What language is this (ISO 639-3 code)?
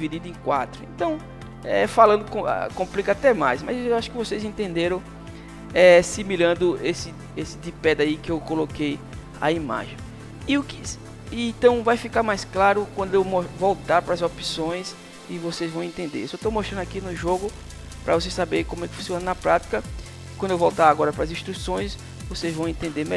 por